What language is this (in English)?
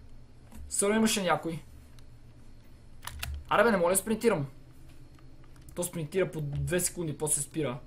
Bulgarian